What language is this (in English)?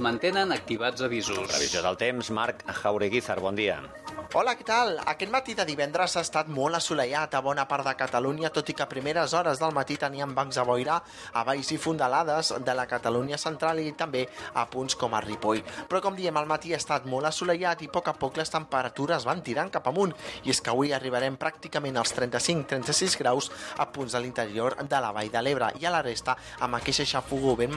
Catalan